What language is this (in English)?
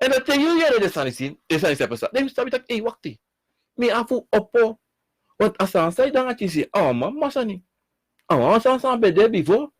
Sranan Tongo